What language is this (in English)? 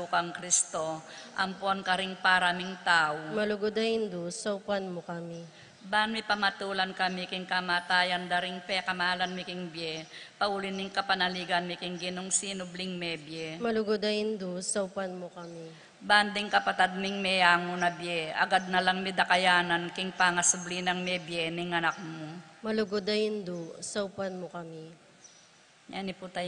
Pampanga